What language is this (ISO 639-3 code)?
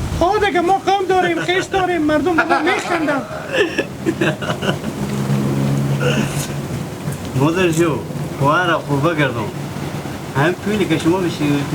haz